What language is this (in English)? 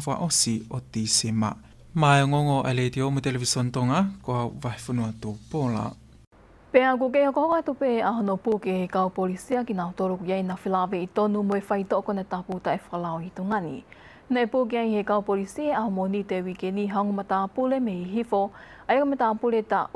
Tongan